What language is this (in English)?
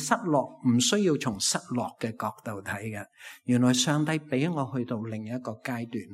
Cantonese